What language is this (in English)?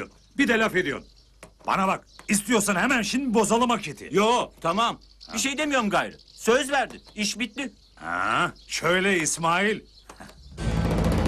Turkish